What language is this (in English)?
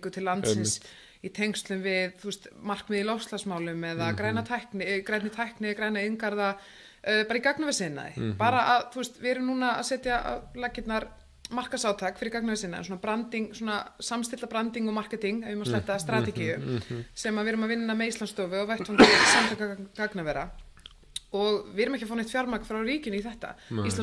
Icelandic